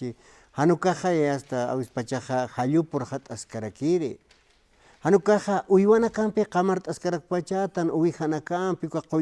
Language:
Aymara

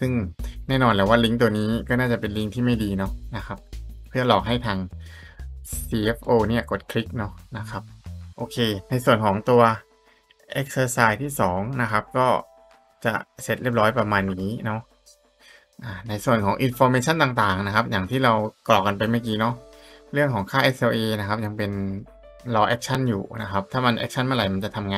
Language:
Thai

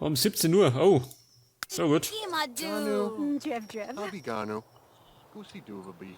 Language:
Bavarian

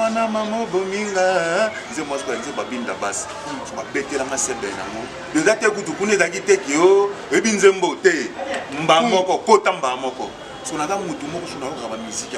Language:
Lingala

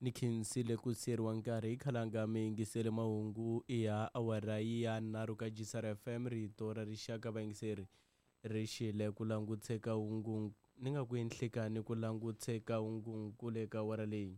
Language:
Tsonga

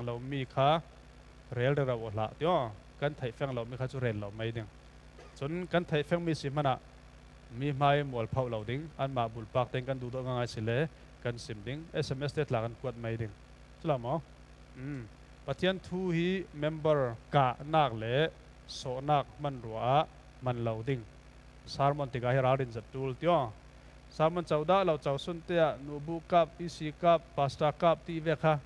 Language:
Falam Chin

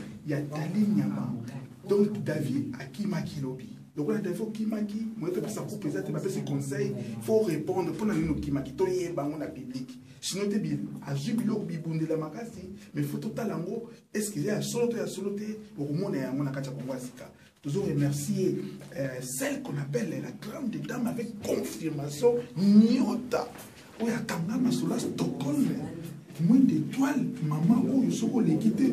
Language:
Lingala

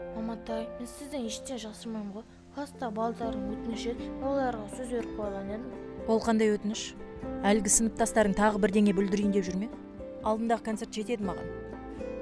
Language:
Kazakh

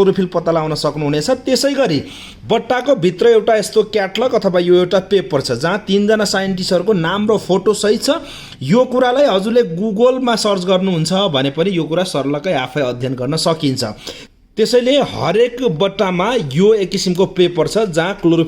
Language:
Nepali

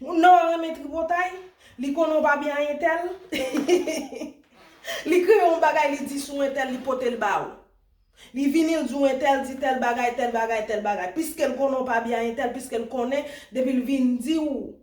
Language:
Haitian Creole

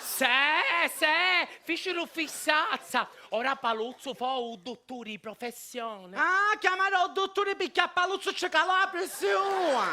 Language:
Sicilian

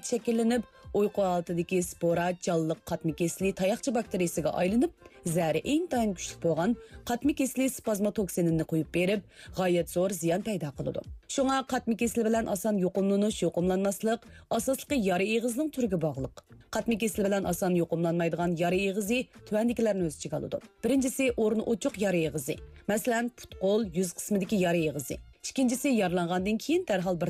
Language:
Uyghur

